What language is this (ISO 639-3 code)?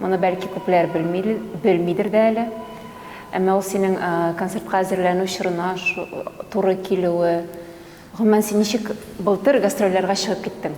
tat